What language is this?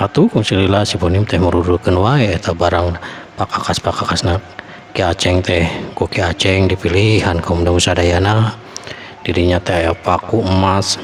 Sundanese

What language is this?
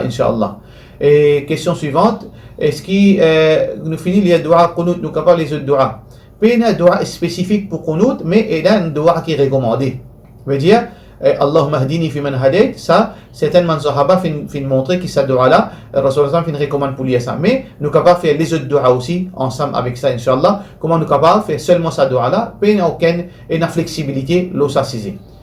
Morisyen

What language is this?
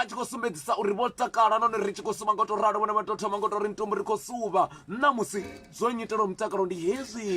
Venda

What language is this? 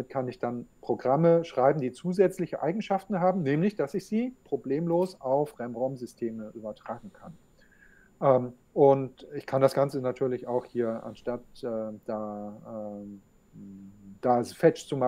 German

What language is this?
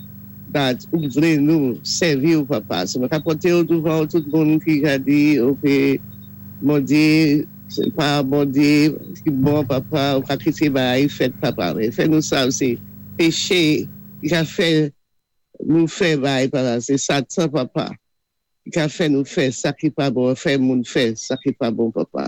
Saint Lucian Creole French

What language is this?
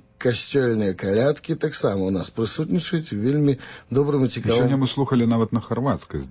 Belarusian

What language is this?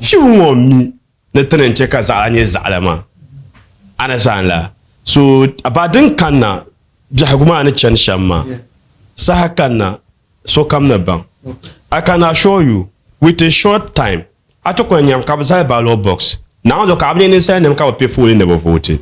Dagbani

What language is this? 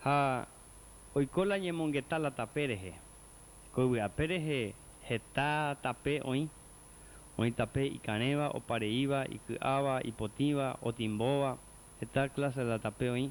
Guarani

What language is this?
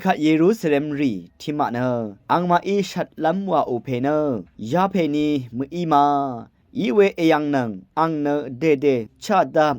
Rawang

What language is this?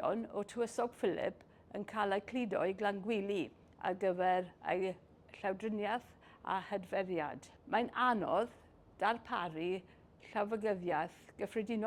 Welsh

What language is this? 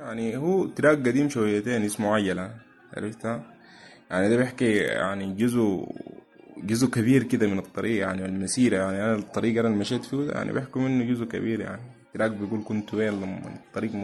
Sudanese Arabic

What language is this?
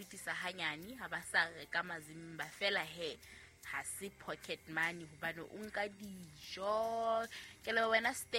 Southern Sotho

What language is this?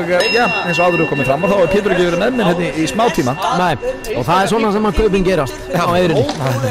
Icelandic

